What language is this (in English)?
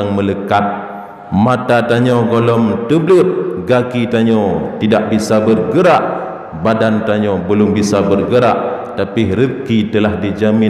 Achinese